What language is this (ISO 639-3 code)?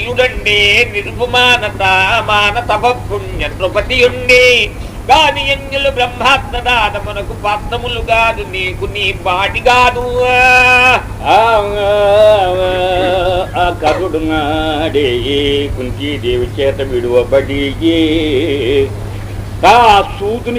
tel